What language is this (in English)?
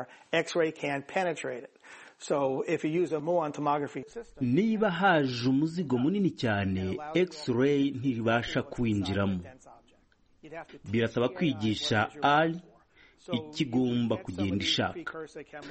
Kinyarwanda